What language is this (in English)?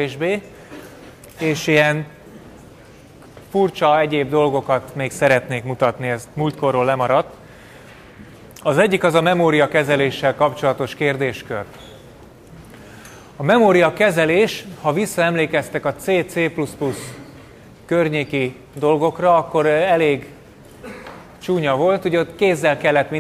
Hungarian